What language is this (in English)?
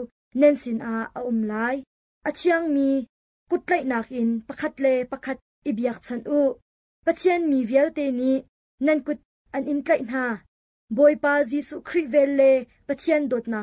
Hakha Chin